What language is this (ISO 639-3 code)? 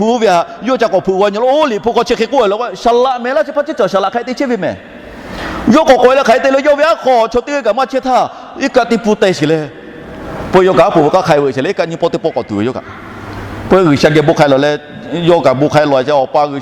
lhu